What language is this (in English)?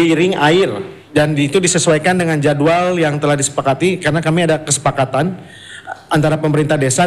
Indonesian